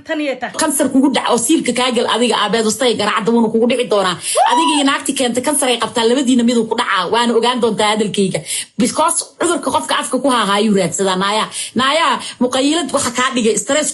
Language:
Somali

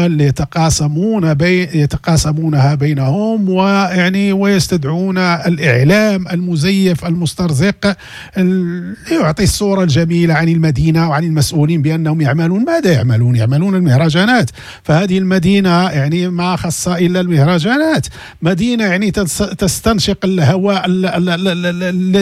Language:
Moroccan Arabic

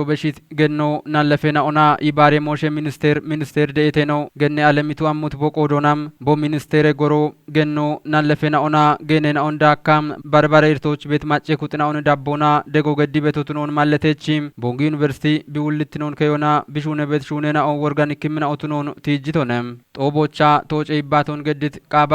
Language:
Kafa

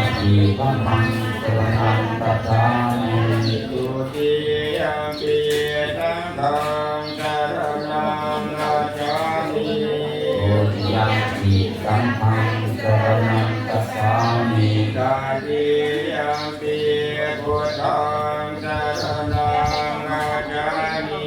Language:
Pali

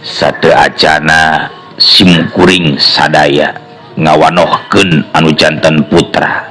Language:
Sundanese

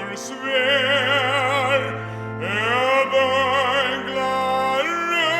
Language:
Faroese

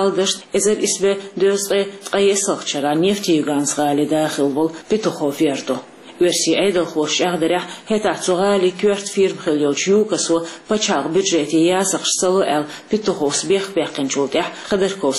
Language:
Chechen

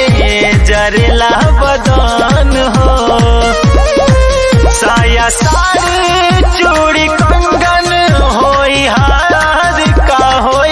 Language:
Bhojpuri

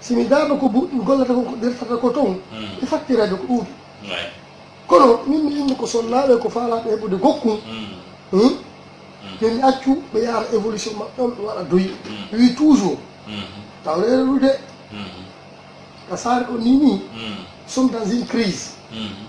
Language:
Fula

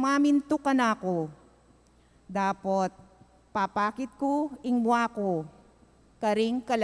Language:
Pampanga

